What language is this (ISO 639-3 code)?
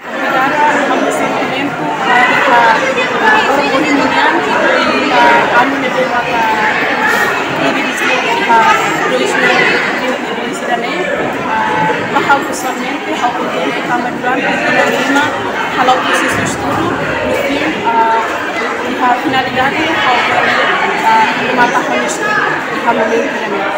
tet